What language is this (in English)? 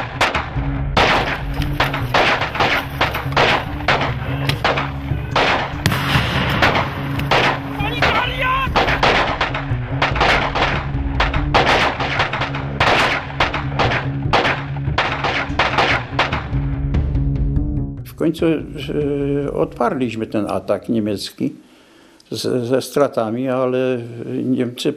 Polish